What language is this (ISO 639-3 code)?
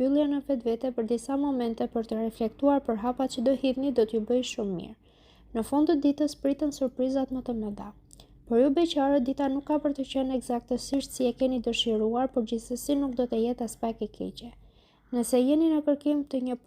sqi